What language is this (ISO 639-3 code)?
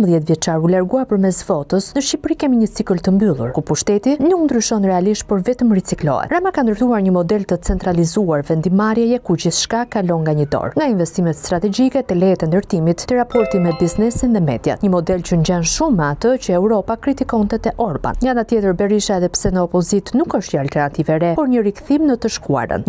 sqi